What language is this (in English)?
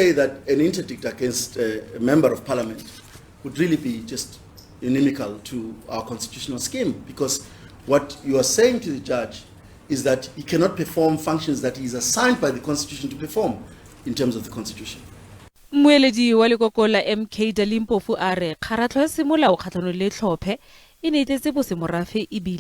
Tswana